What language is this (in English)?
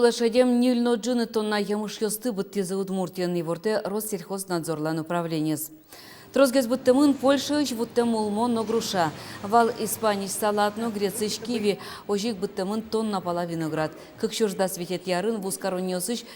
Udmurt